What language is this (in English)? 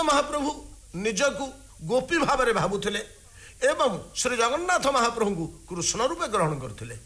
Odia